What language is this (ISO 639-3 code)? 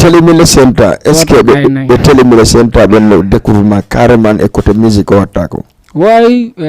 ful